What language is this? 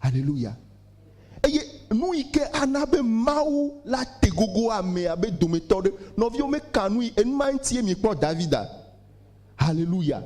Ewe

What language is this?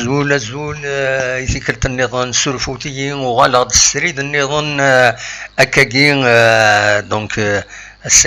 Kabyle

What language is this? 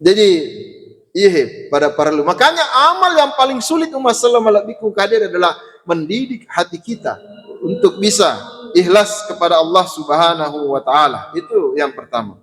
Buginese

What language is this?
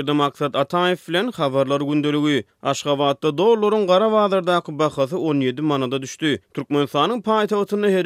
Turkmen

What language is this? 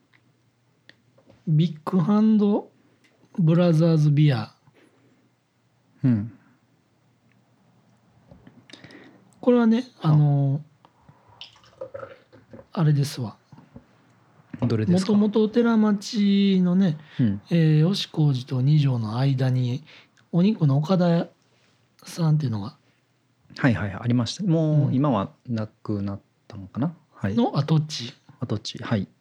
Japanese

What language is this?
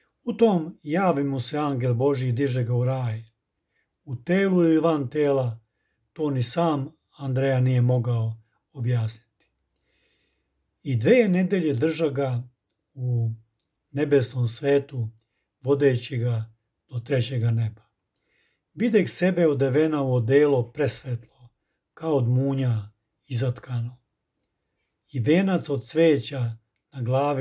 Serbian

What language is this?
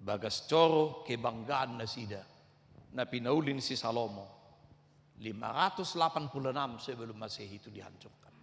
Batak Toba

